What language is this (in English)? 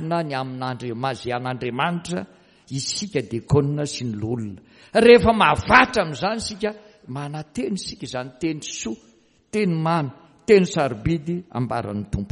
Malagasy